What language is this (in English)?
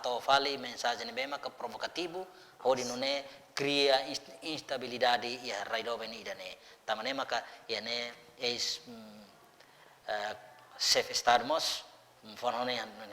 Tetum